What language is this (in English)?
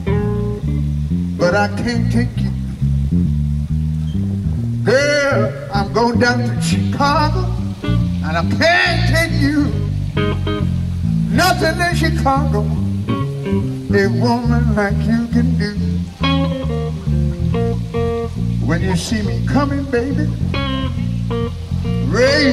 English